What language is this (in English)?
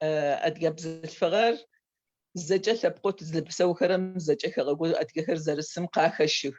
Adyghe